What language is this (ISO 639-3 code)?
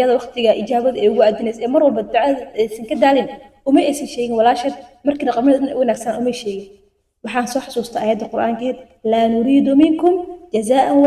som